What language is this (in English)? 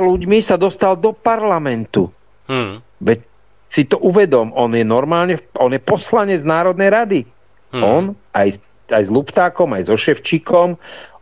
Slovak